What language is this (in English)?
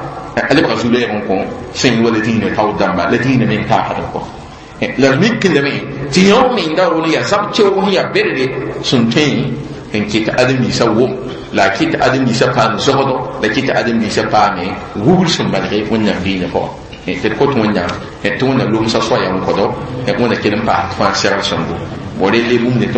Mossi